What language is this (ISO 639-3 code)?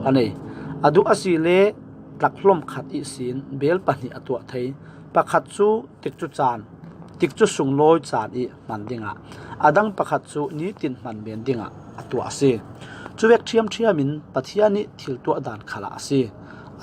cfm